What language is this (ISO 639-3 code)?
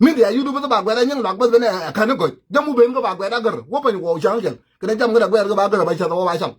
nus